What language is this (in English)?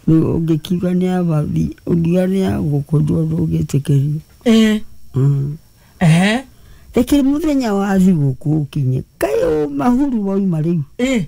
Kikuyu